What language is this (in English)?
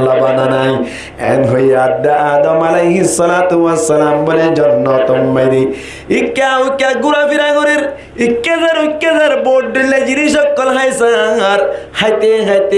Rohingya